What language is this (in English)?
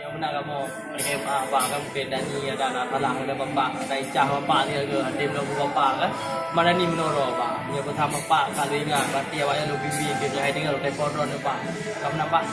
Achinese